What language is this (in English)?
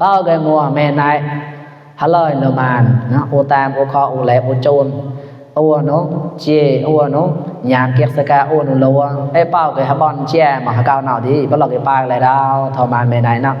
Mon